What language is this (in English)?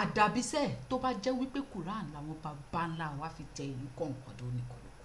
Yoruba